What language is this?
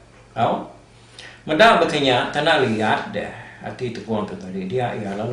Iban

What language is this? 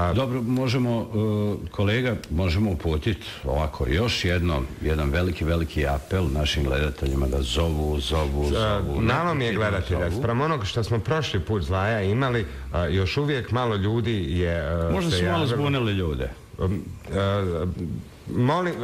Bosnian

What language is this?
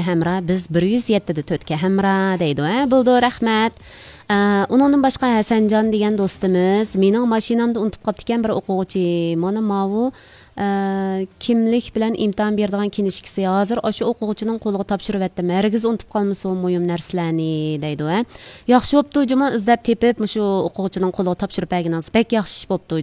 Uyghur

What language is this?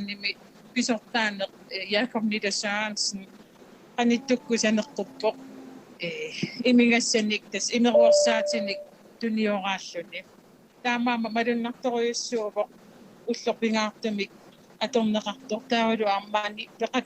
Kalaallisut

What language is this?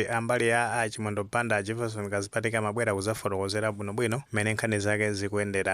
Nyanja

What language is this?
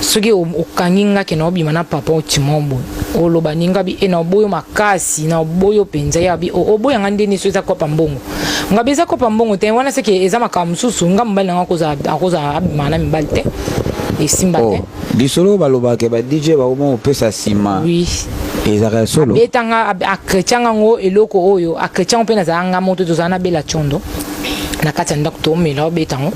Lingala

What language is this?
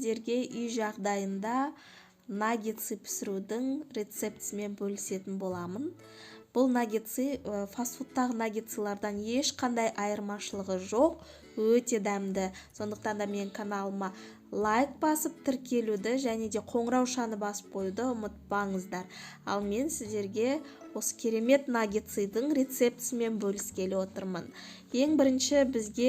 Kazakh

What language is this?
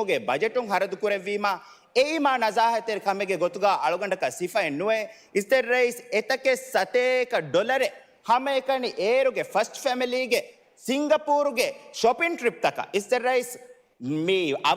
Divehi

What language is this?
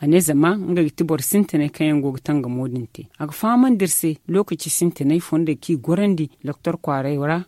Zarma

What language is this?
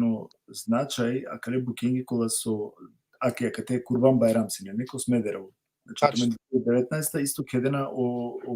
Balkan Romani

